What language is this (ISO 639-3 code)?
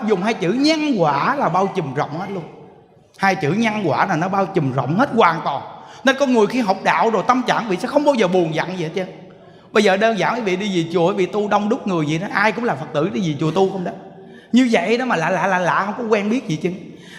vie